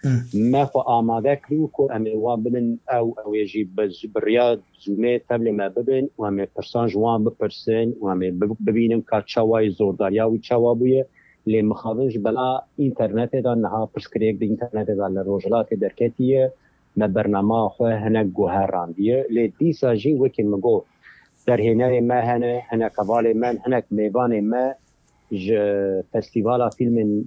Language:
Kurdish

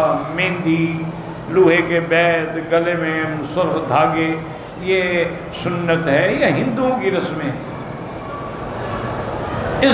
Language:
Urdu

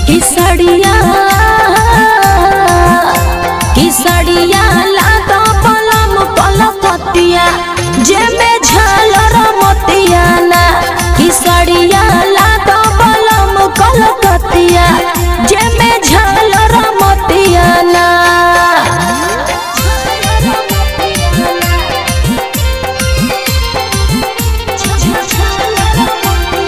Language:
Bhojpuri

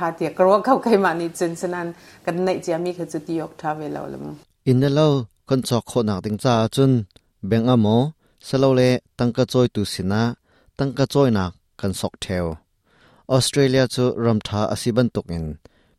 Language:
Hakha Chin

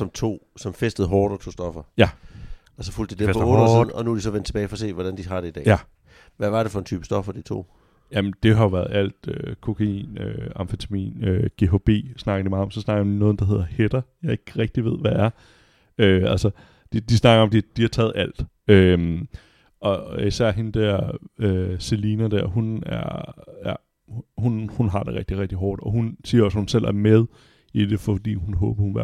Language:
Danish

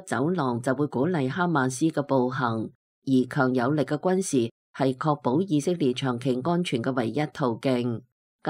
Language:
Cantonese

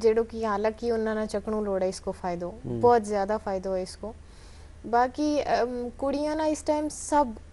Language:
Gujari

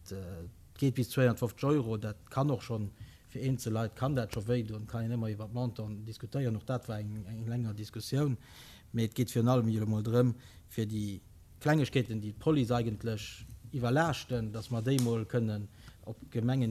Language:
Luxembourgish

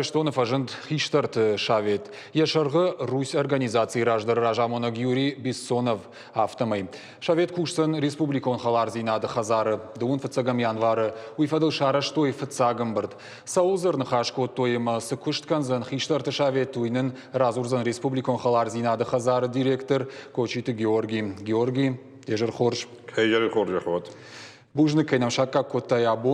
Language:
Ossetic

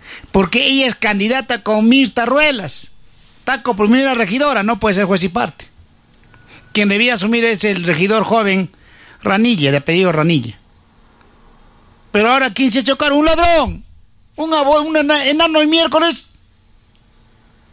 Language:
Spanish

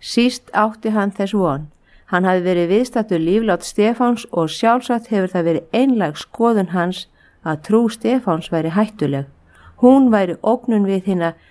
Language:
Icelandic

